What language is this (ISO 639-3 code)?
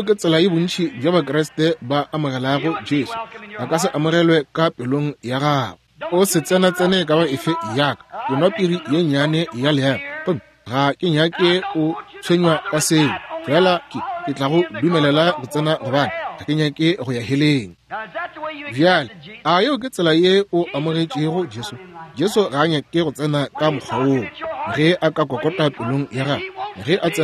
nso